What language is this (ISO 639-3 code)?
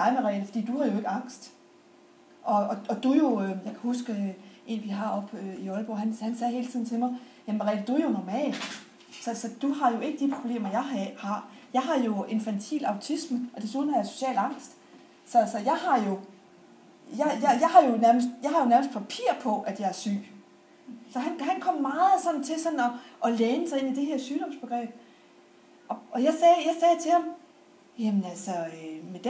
dan